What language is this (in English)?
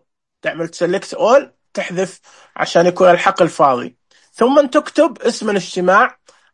Najdi Arabic